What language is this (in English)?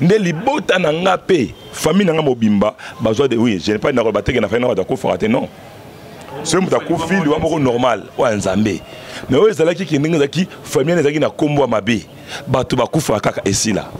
Lingala